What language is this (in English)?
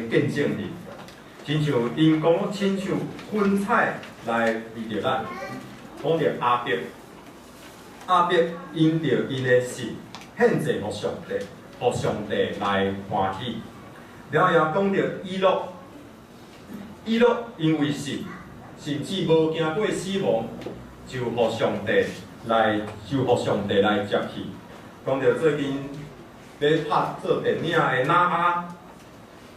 Min Nan Chinese